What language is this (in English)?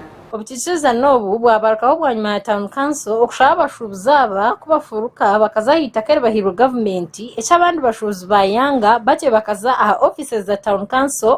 Nyankole